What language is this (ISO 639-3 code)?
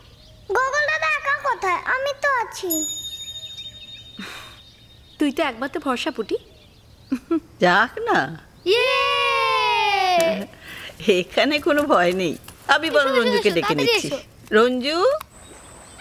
ben